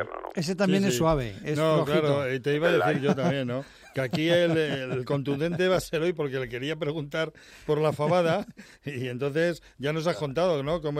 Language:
Spanish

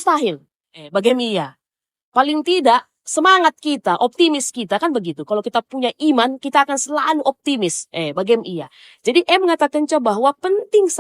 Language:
Batak Karo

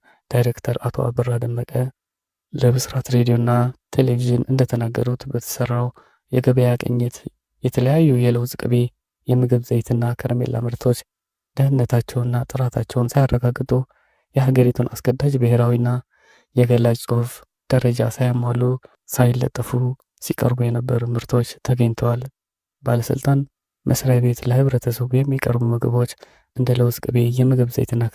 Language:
Amharic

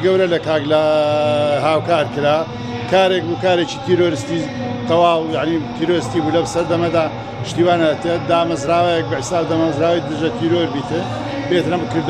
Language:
Central Kurdish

